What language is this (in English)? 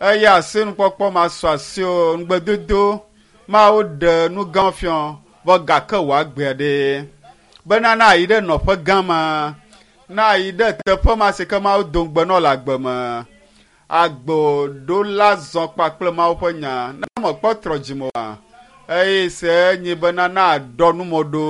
Ewe